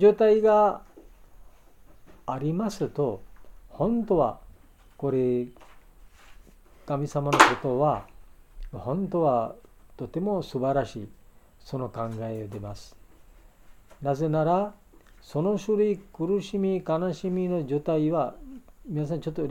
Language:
Japanese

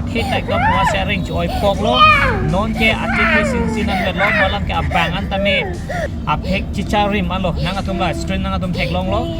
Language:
Karbi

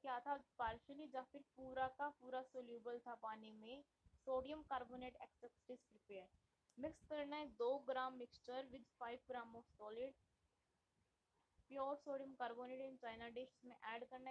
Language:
Hindi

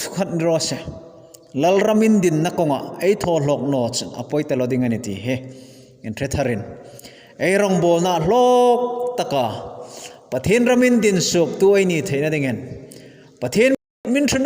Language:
Hmar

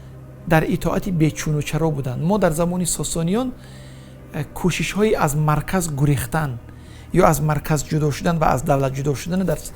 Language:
Tajik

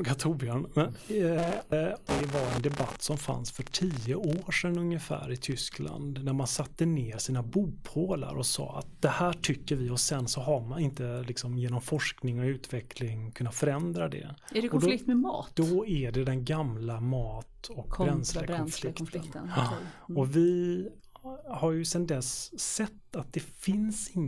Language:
Swedish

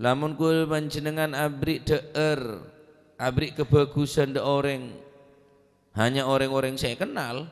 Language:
Madurese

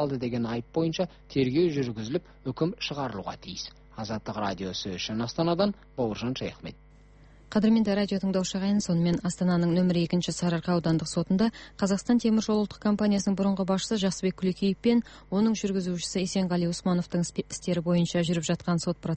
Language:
Kazakh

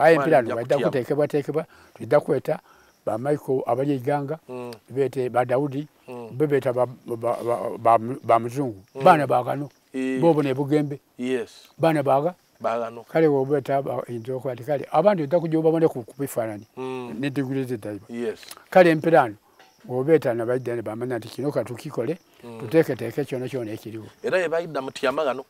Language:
Soga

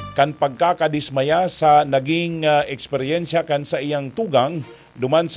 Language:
Bikol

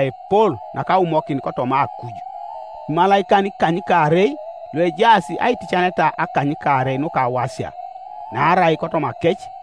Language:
Teso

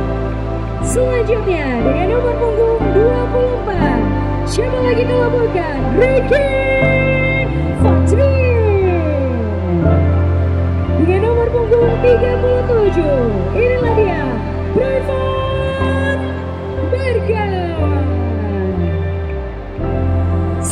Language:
Indonesian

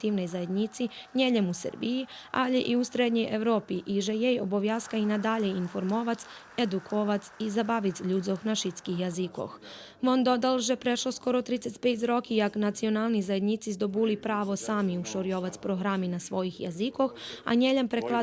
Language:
Rusyn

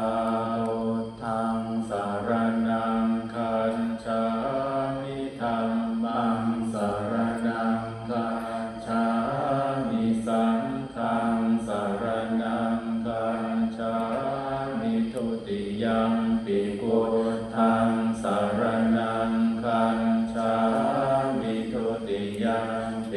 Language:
Pali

